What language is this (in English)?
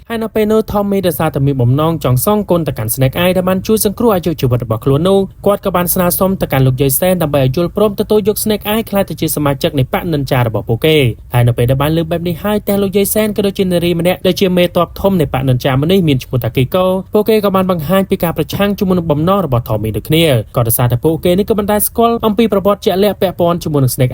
Khmer